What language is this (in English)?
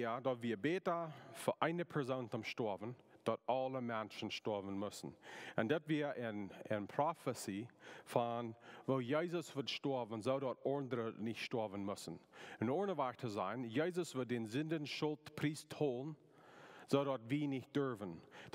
Plautdietsch